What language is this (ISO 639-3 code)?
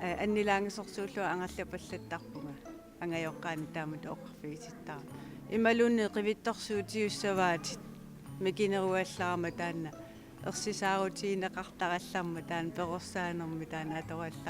kal